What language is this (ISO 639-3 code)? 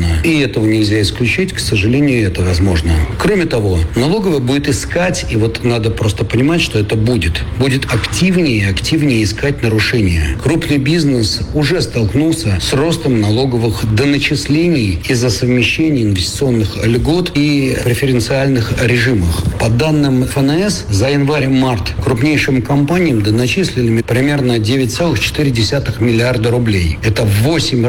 rus